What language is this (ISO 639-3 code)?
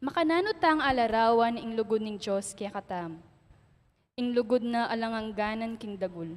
pam